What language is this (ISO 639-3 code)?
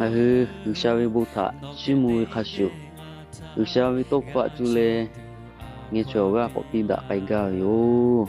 lhu